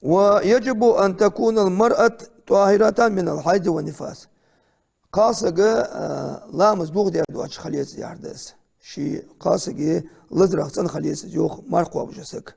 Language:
Ingush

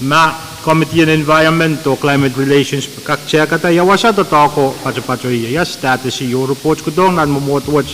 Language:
Pohnpeian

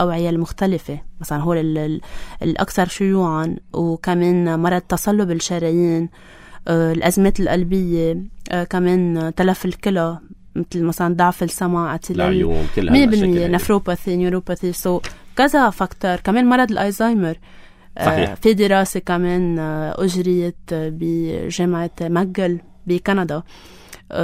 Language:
North Levantine Arabic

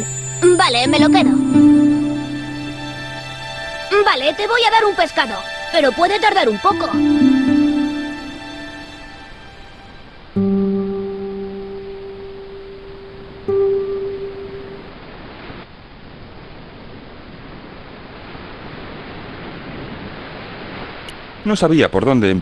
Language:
Spanish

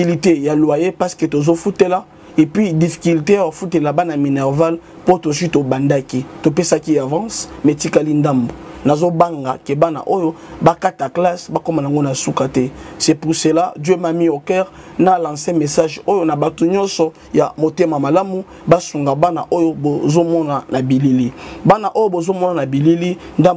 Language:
Lingala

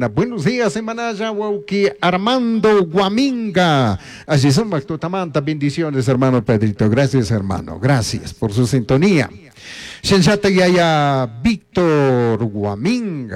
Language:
Chimborazo Highland Quichua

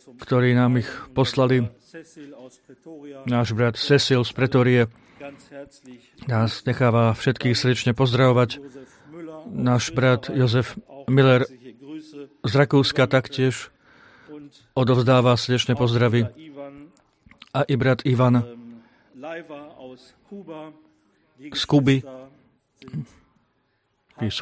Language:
Slovak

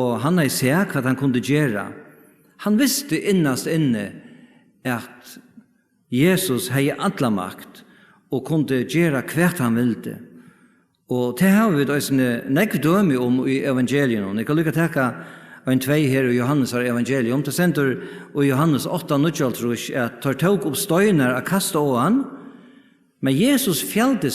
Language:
Faroese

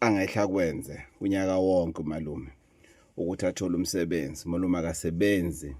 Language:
Zulu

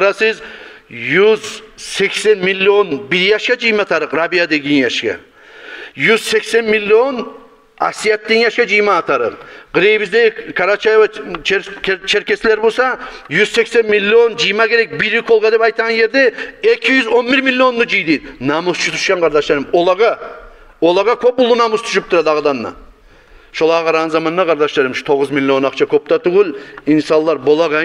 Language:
Kumyk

